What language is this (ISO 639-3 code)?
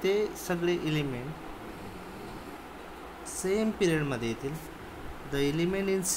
mar